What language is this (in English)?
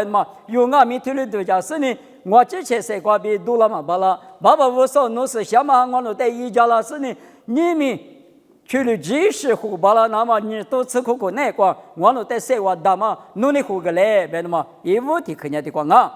Lisu